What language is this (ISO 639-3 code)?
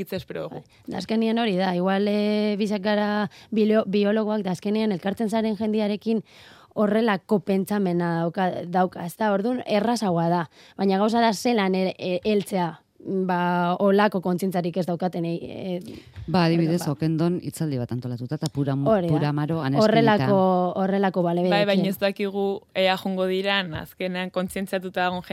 eus